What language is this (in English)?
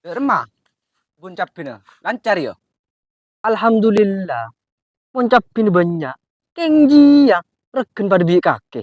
Madurese